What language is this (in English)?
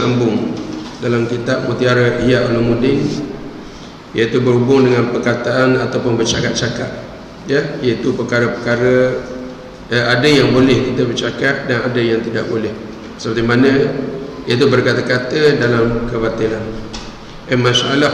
Malay